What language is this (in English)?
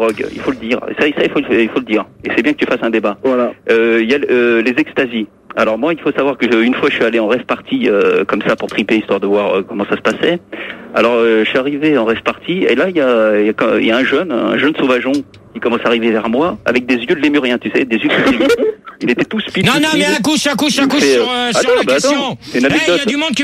French